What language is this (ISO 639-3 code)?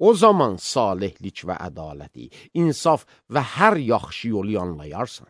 aze